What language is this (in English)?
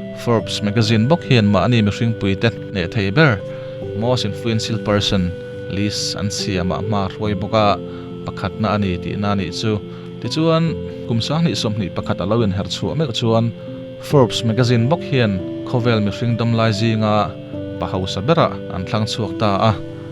Mizo